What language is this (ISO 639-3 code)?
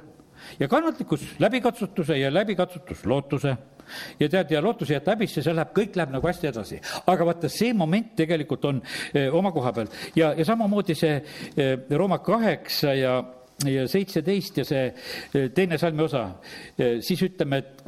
est